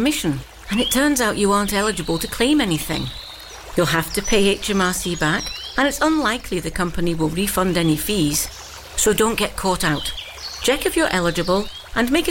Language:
English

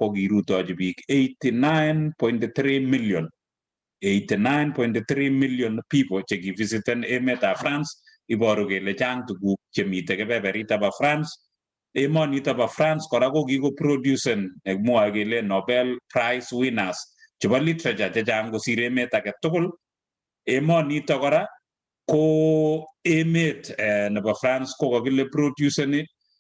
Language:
Kalenjin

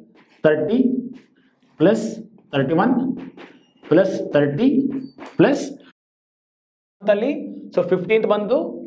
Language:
Kannada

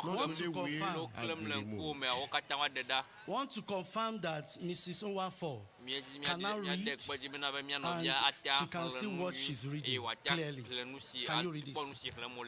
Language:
Ewe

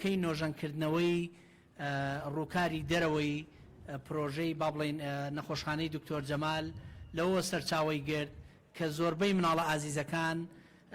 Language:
Central Kurdish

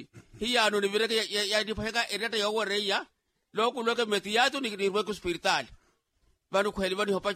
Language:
Makhuwa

